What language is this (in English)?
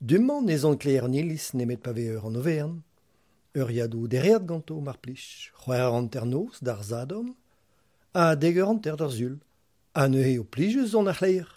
Breton